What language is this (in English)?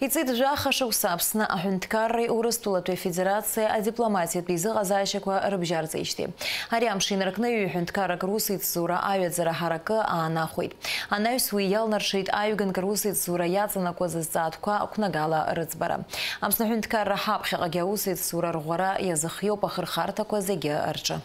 Abkhazian